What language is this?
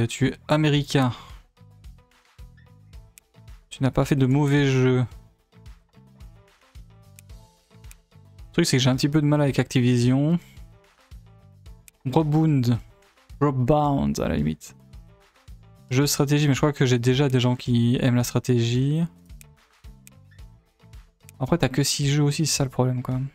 French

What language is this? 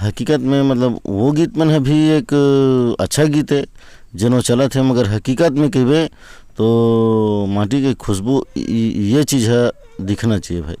Chhattisgarhi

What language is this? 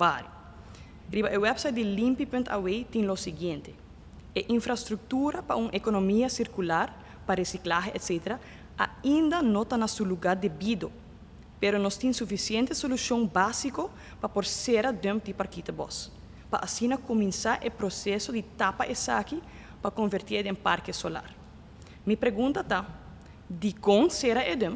Papiamento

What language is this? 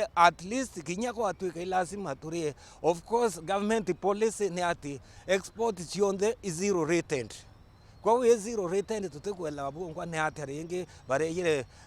Meru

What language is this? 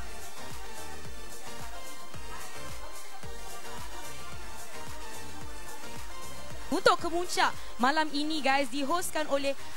Malay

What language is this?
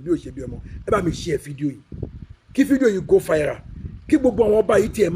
Yoruba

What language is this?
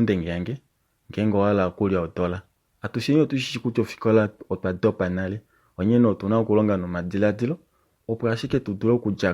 Kuanyama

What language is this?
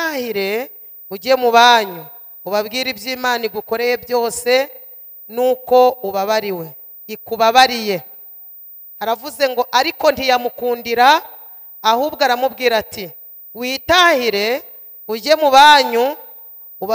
Kinyarwanda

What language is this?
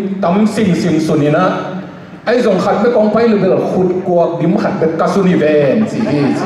Tedim Chin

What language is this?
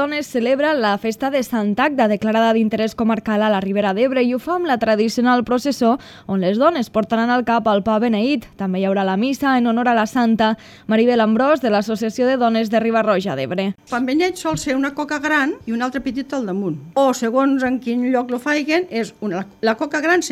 Catalan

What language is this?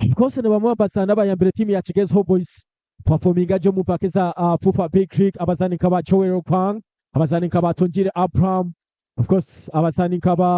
Nyankole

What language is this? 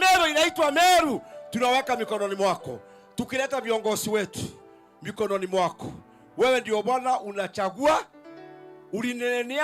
Meru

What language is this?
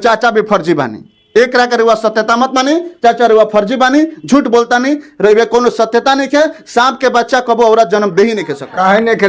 Bhojpuri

